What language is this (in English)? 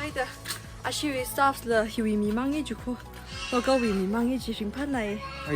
Tangkhul Naga (India)